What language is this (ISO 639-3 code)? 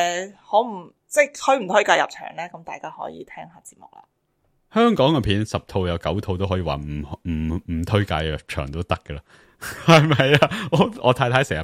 yue